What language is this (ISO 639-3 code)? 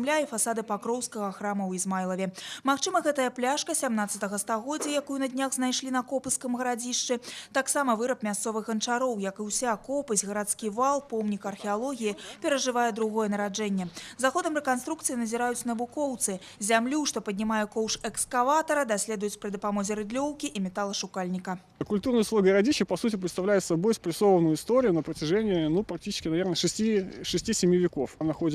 bel